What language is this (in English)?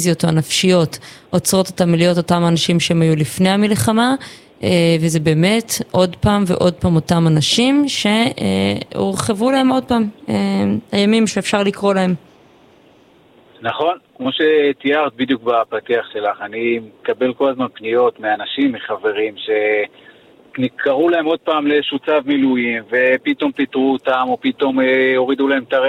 Hebrew